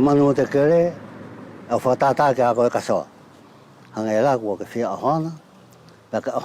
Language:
Wallisian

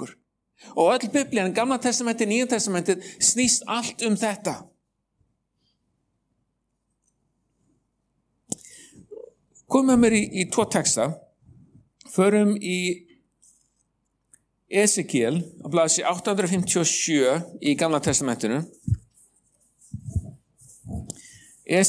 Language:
Icelandic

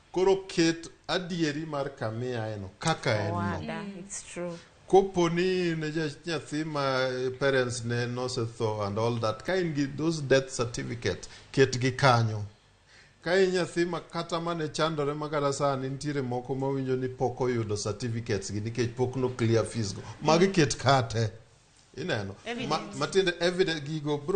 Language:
Luo (Kenya and Tanzania)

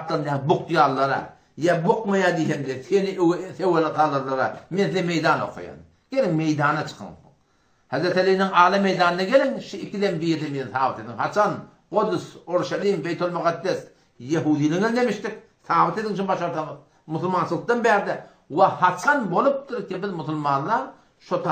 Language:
Turkmen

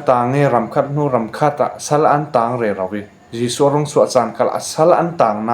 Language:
Falam Chin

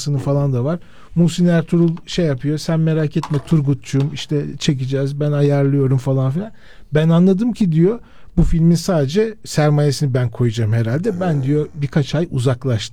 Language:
Turkish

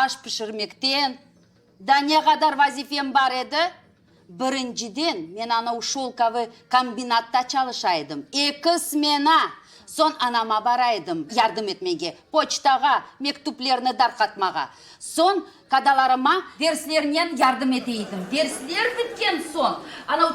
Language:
Crimean Tatar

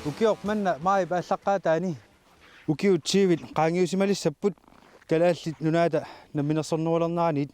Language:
Kalaallisut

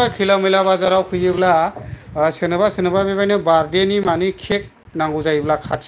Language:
Bodo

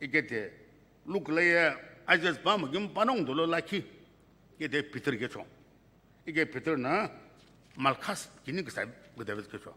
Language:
Sumi Naga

